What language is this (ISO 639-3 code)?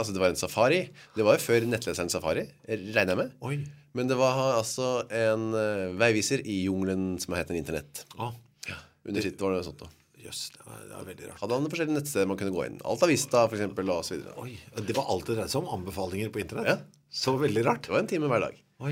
nor